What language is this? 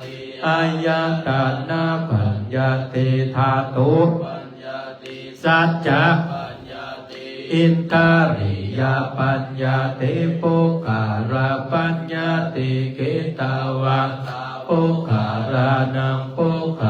Pali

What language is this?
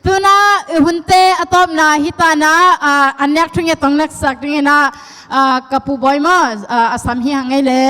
Tedim Chin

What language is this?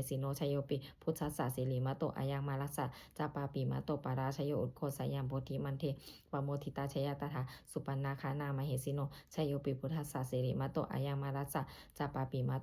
Pali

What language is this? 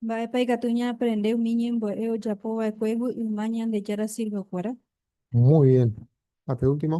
Guarani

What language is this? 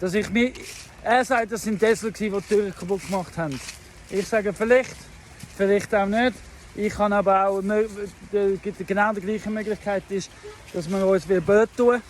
Swiss German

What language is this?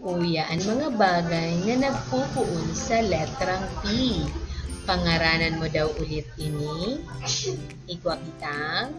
Bikol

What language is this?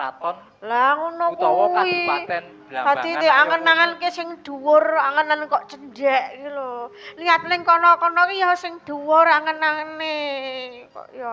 Javanese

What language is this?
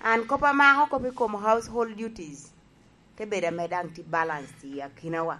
Lango (Uganda)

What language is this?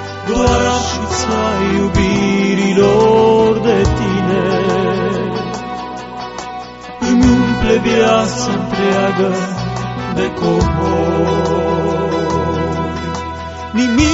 Romanian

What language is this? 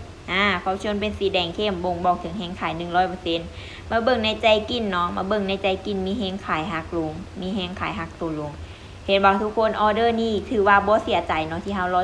Lao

